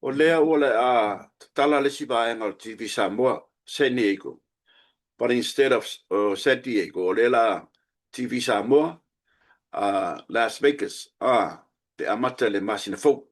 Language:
Samoan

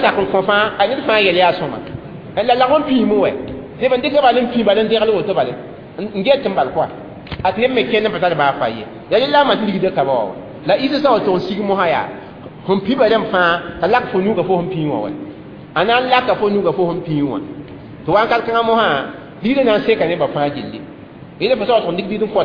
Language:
Mossi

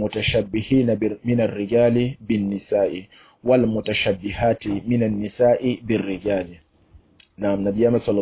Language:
Mossi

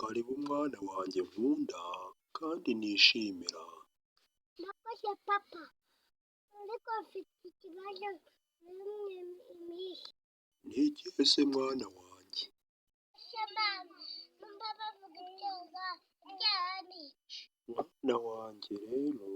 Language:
Kinyarwanda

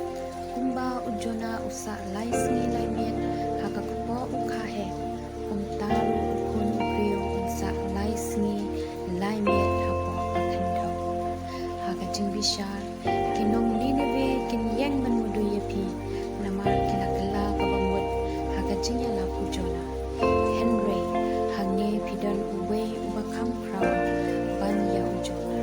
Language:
Khasi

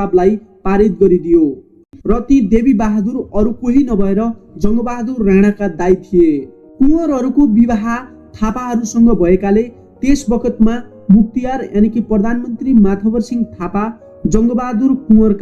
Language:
Nepali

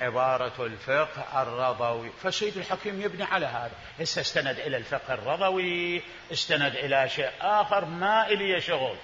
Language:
Mesopotamian Arabic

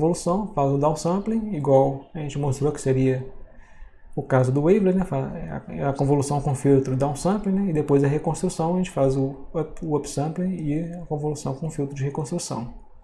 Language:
Portuguese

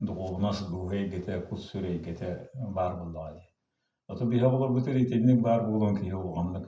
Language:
Yakut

